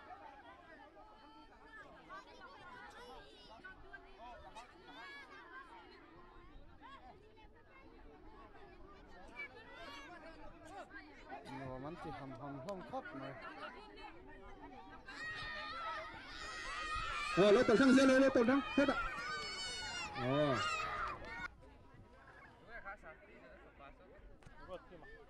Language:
Vietnamese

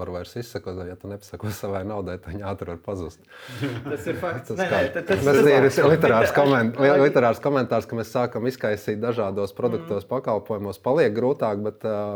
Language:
Latvian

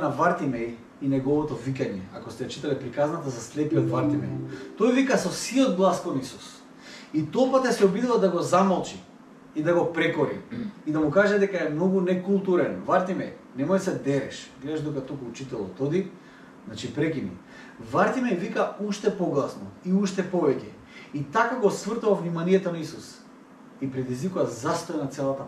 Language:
Macedonian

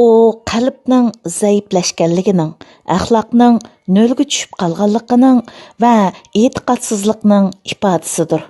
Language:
Uyghur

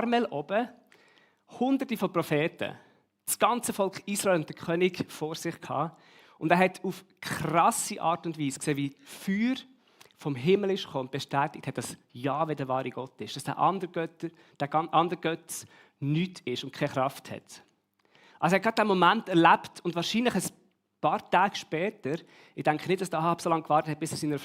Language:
Swiss German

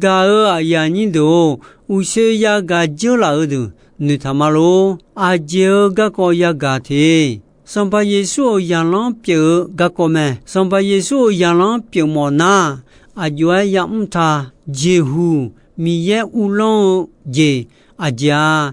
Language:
Akha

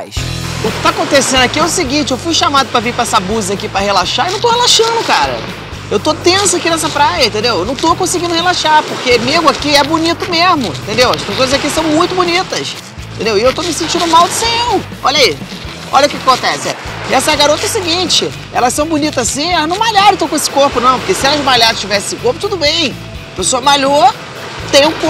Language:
Portuguese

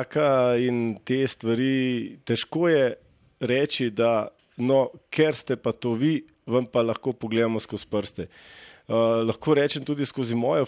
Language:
Slovenian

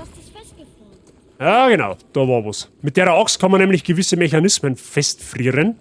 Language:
Bavarian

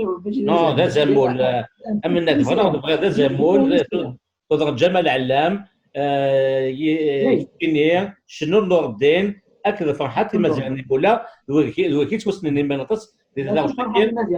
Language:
Kabyle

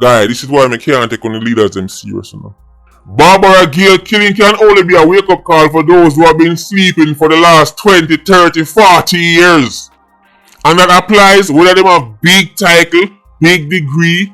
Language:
Jamaican Creole English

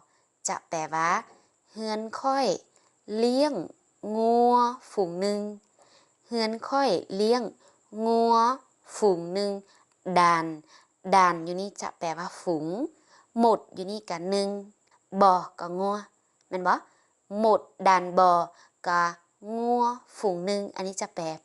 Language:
Lao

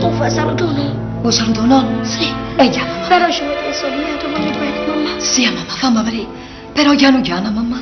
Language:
Neapolitan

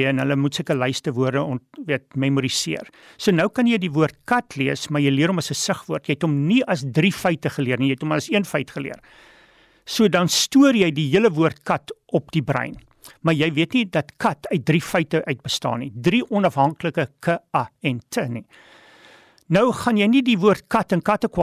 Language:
Afrikaans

